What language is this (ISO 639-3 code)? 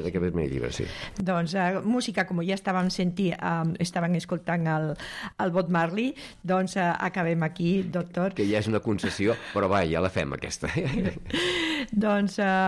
cat